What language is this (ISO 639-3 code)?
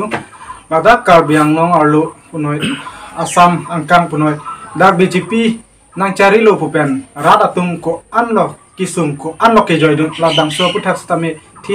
mjw